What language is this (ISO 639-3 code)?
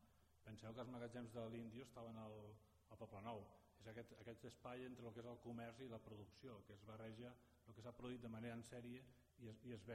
cat